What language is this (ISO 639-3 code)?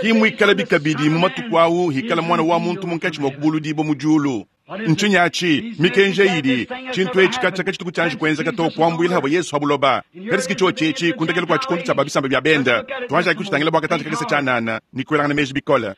lua